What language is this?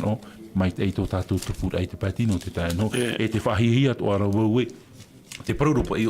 Tahitian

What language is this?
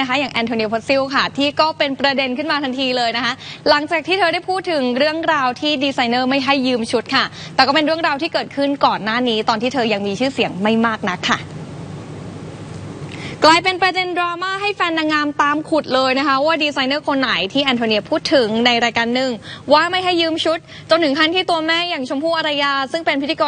Thai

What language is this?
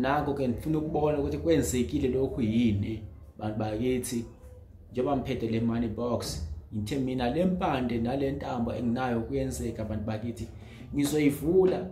Zulu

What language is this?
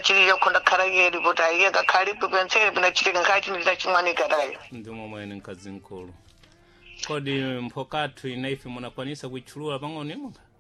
Sena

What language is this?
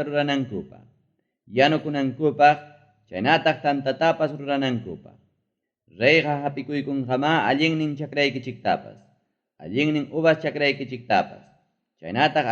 Ayacucho Quechua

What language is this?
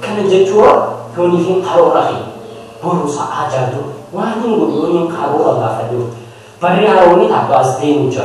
Oromo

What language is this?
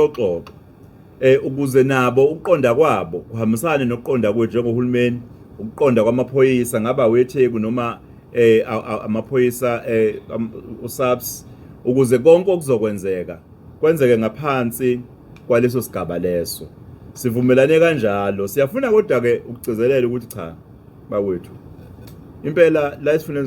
Zulu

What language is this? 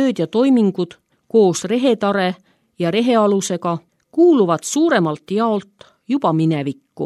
Estonian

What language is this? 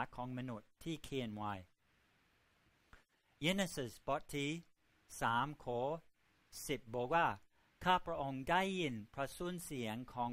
Thai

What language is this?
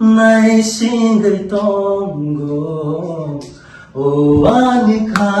Kok Borok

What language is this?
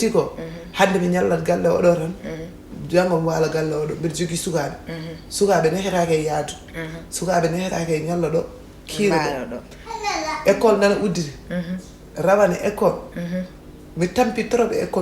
Fula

